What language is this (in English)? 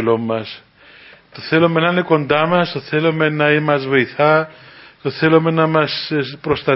Greek